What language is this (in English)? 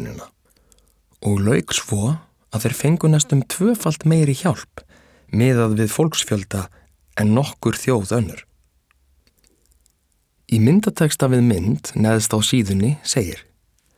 Icelandic